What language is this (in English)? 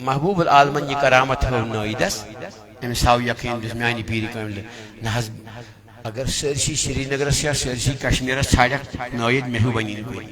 Kashmiri